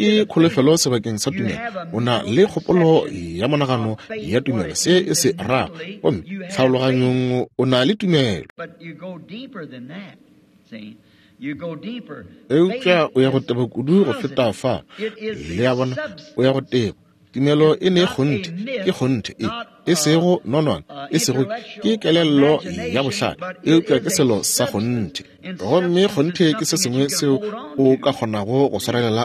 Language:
Northern Sotho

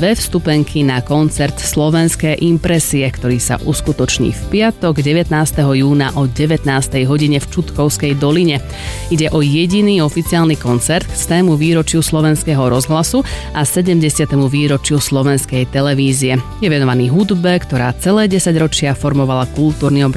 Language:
Slovak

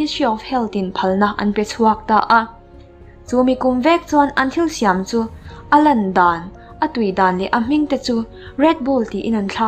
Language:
Mizo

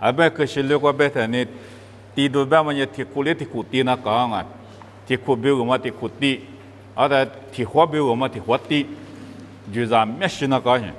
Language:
Lisu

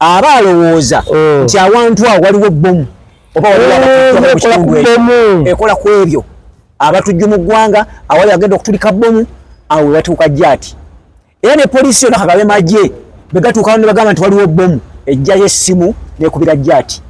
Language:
Ganda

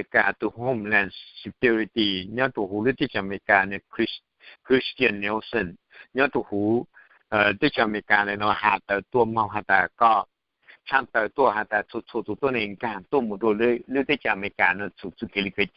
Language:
Hmong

